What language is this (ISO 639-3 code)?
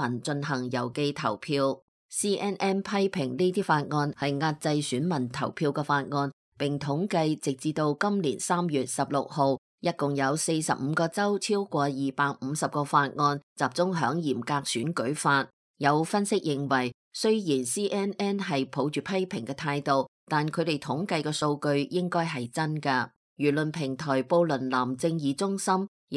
yue